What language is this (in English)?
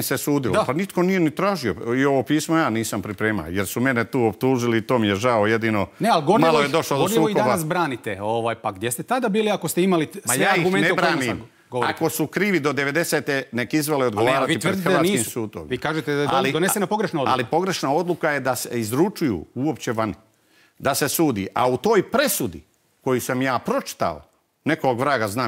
Croatian